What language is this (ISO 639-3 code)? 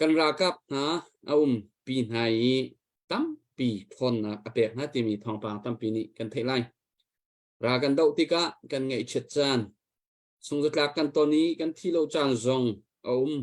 cnh